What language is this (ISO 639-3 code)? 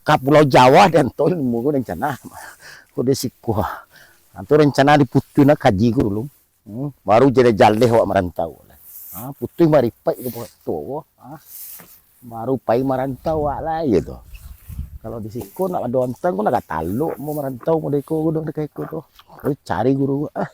min